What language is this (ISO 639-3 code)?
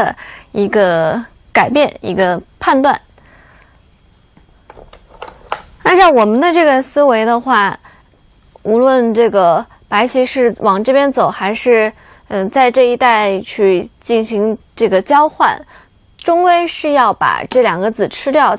zho